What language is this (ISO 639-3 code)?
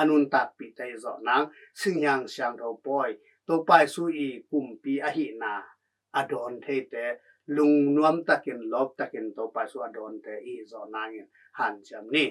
ctd